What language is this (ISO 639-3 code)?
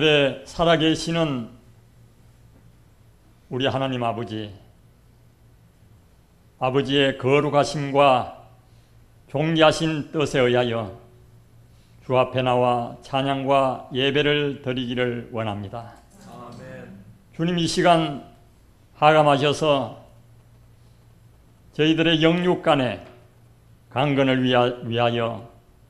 kor